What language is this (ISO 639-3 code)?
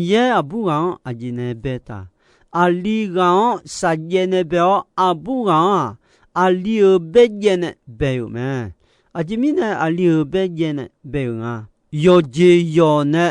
ahk